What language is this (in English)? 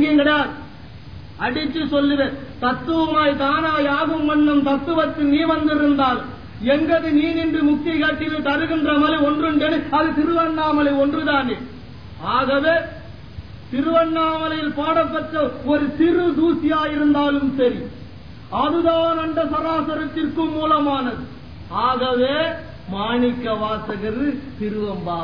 Tamil